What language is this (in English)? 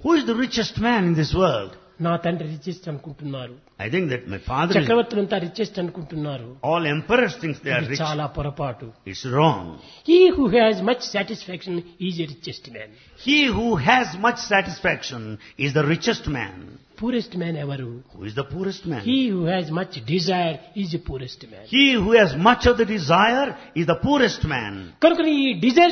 Telugu